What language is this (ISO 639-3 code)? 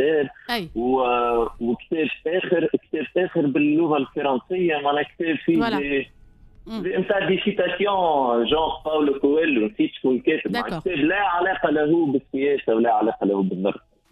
aeb